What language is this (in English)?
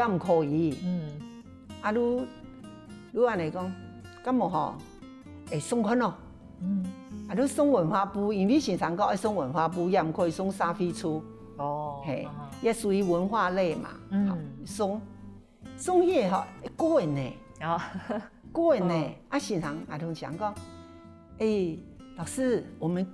Hakka Chinese